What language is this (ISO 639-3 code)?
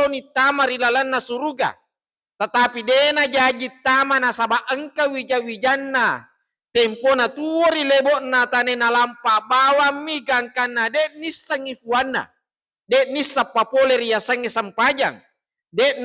bug